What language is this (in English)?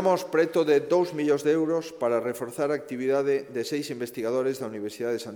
Galician